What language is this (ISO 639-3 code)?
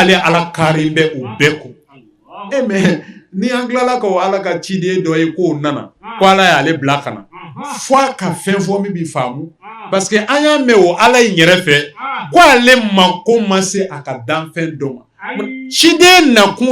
bam